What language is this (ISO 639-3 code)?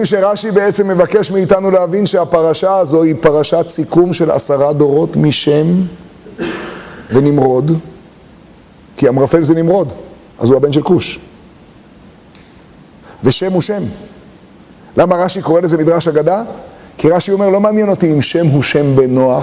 heb